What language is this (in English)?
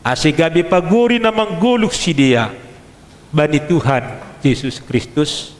Batak Simalungun